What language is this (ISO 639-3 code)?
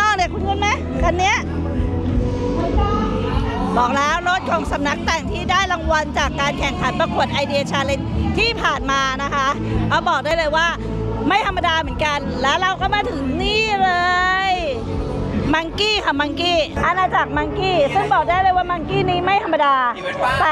tha